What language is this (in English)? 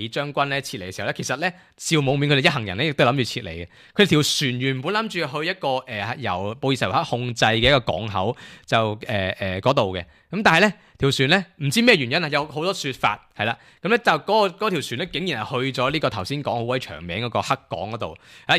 Cantonese